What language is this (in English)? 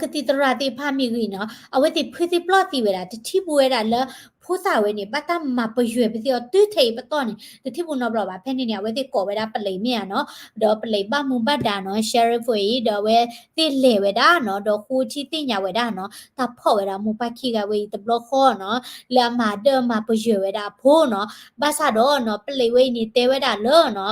S'gaw Karen